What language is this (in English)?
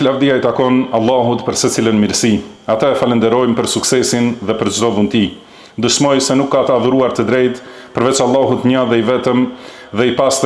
Albanian